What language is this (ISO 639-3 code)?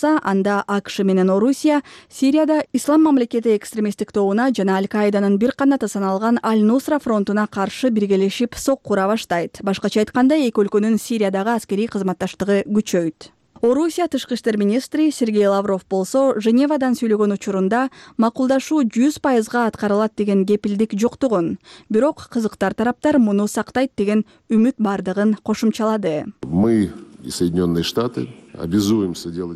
kir